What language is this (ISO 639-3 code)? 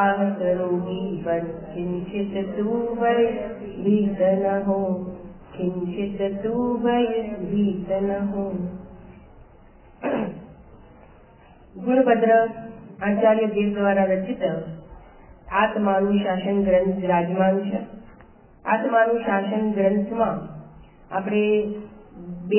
guj